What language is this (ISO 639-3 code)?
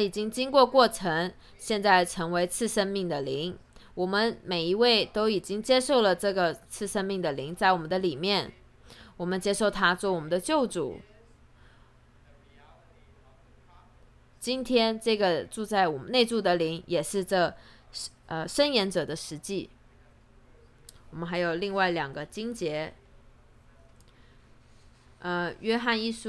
zho